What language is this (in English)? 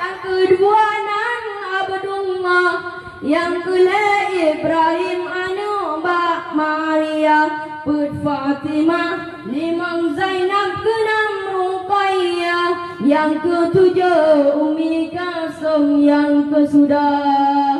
Achinese